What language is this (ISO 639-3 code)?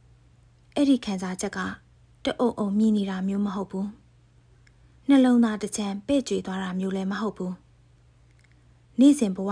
mya